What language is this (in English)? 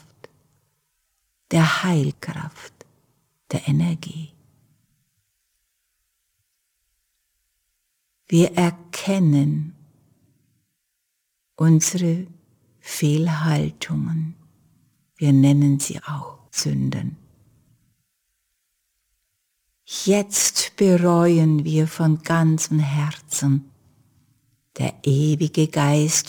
German